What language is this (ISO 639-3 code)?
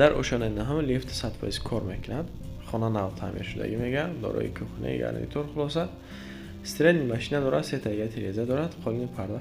tgk